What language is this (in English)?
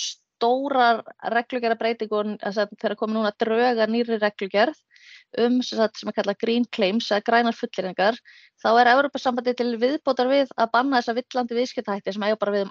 Icelandic